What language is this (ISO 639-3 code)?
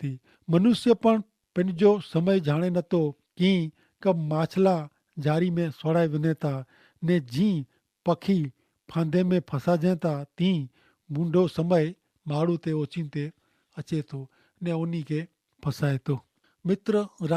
kfr